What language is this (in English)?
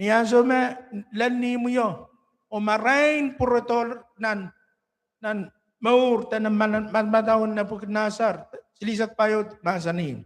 Pohnpeian